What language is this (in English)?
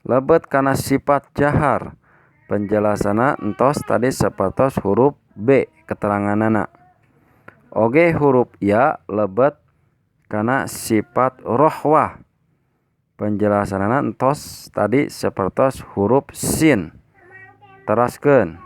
Sundanese